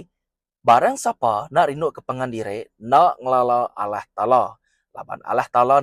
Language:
Iban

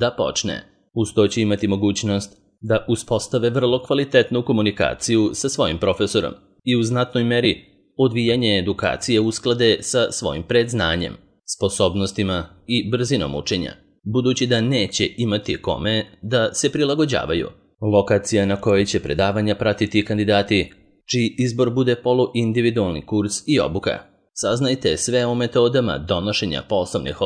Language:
Serbian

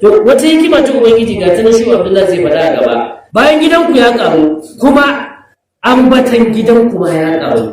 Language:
Hausa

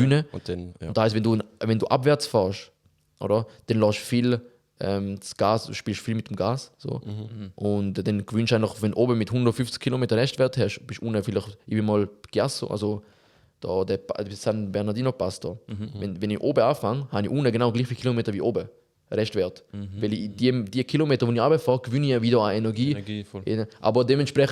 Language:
Swiss German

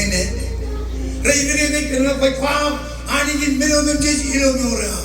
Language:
Marshallese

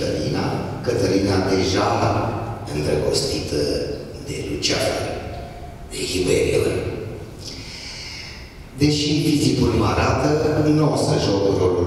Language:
Romanian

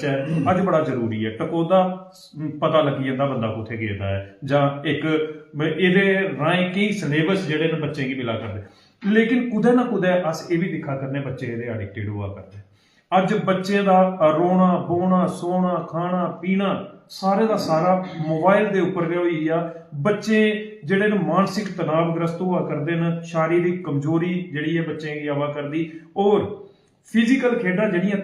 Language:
Dogri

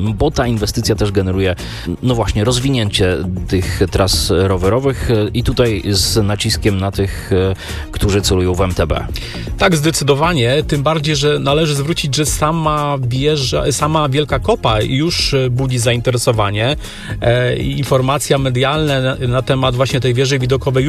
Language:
Polish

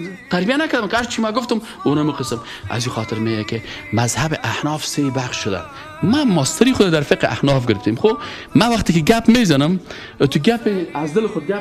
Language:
Persian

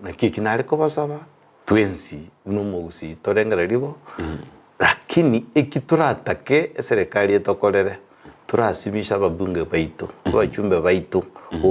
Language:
Gusii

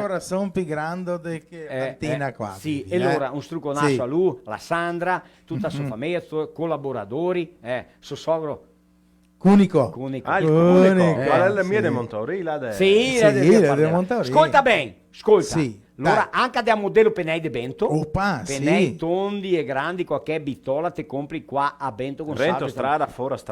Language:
Venetian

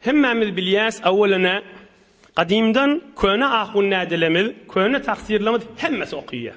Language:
Turkmen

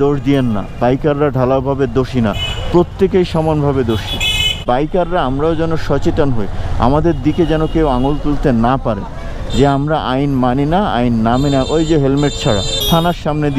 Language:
Bangla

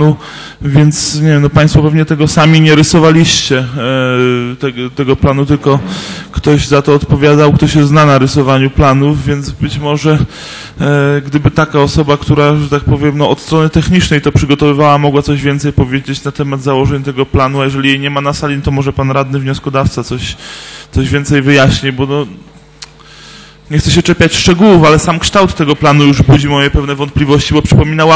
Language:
Polish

